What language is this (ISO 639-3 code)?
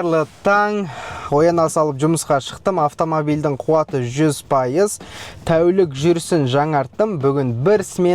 kaz